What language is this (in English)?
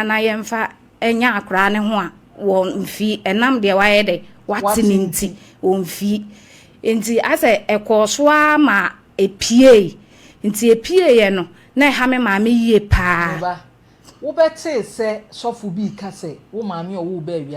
Akan